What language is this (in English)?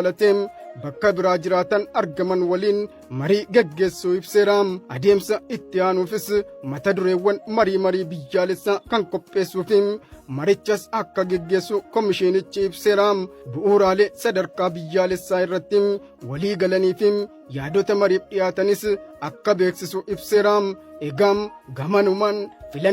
Oromo